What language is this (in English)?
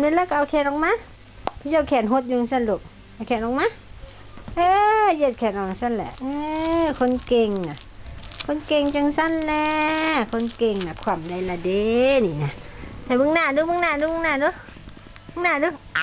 Northeastern Thai